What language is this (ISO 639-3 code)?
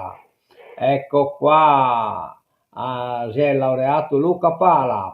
srd